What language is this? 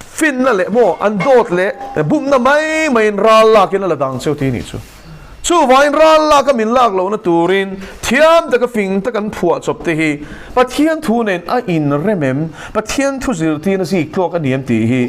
Mizo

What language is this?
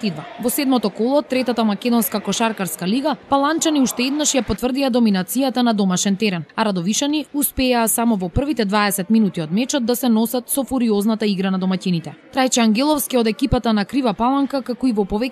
Macedonian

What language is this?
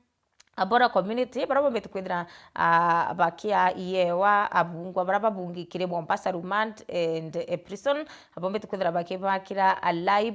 Meru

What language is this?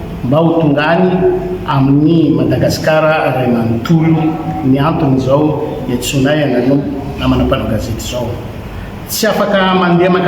Malagasy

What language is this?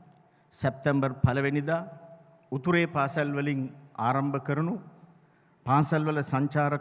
Sinhala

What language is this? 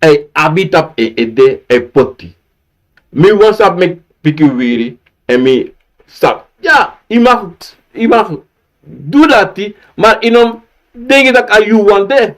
Sranan Tongo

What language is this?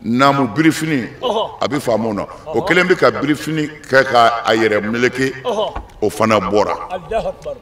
Bambara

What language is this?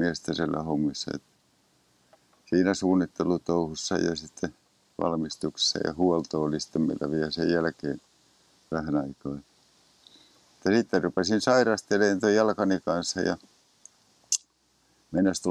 Finnish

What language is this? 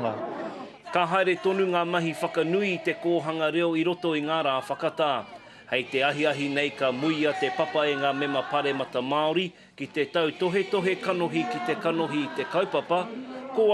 Māori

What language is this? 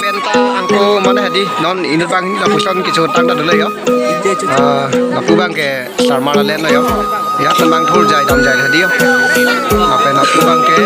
Karbi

